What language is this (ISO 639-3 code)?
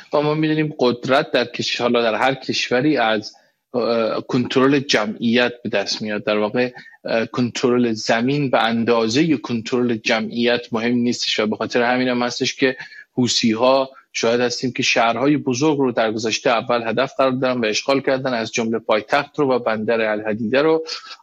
fas